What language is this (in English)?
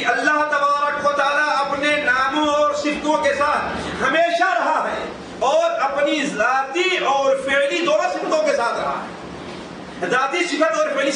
Urdu